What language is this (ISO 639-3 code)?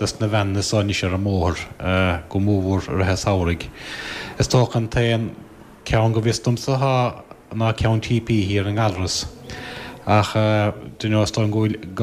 gle